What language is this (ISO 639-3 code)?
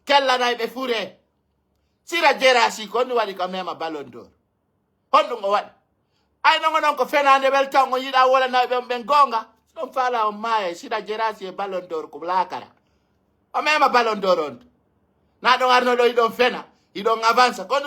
fuf